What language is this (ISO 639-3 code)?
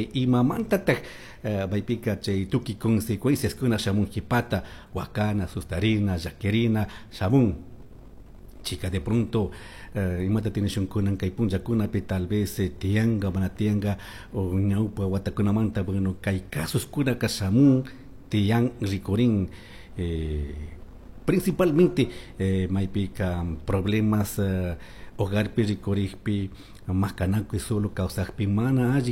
qug